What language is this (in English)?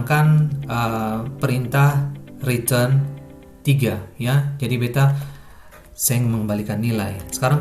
Ambonese Malay